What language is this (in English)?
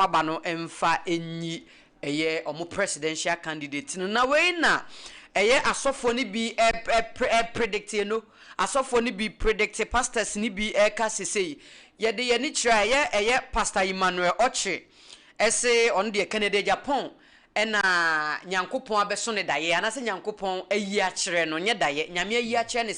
Akan